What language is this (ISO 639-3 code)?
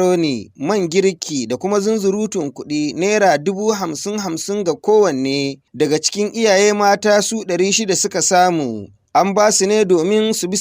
hau